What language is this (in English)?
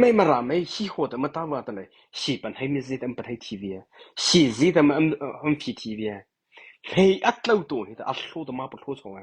Mara Chin